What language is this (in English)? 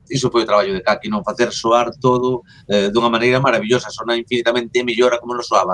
Galician